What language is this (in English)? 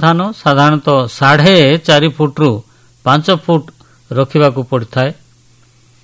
Odia